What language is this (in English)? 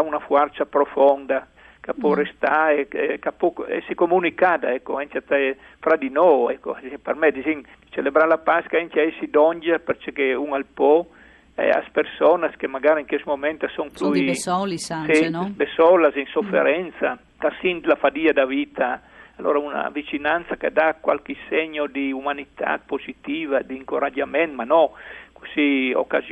Friulian